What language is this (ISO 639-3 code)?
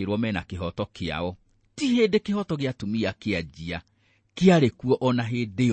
kik